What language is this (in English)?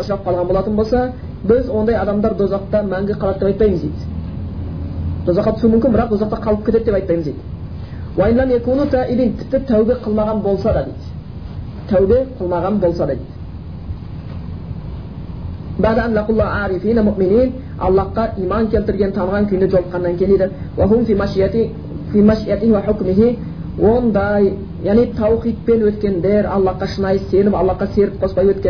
Kazakh